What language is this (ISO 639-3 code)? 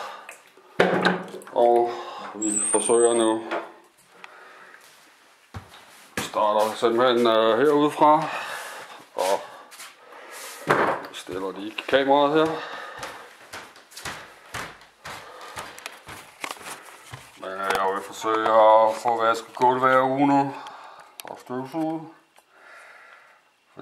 dan